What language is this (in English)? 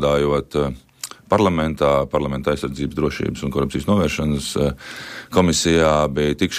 Latvian